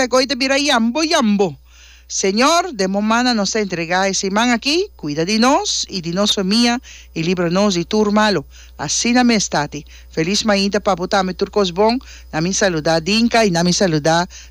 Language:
Papiamento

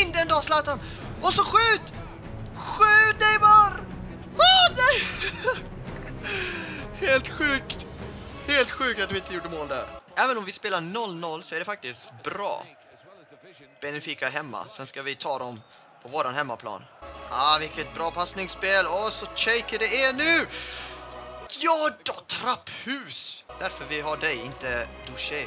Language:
Swedish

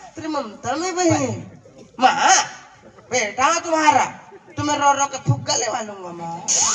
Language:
Chhattisgarhi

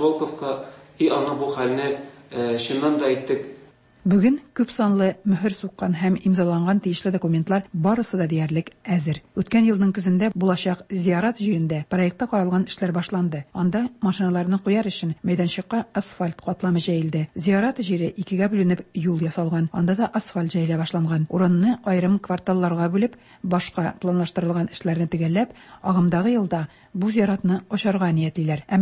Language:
Tatar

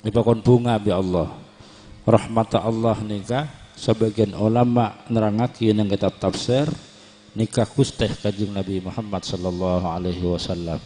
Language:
Madurese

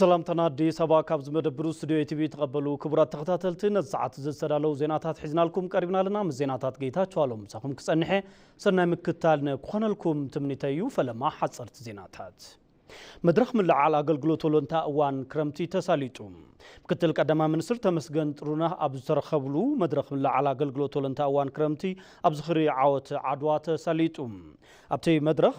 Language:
Tigrinya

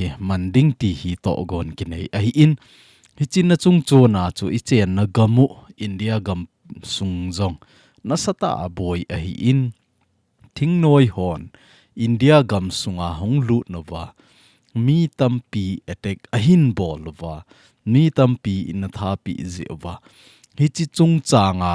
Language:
Thado Chin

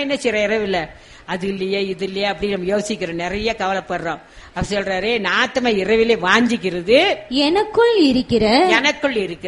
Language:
Tamil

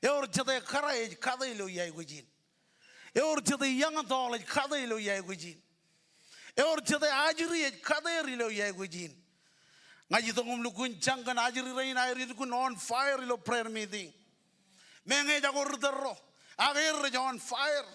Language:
Marshallese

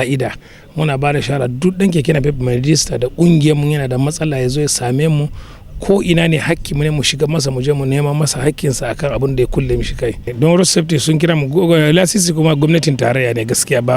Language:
Hausa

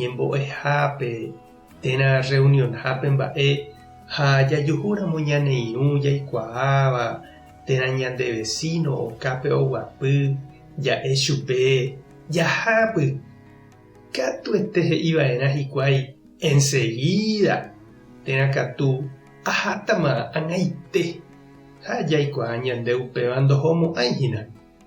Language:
Guarani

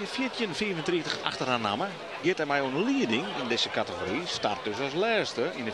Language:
Western Frisian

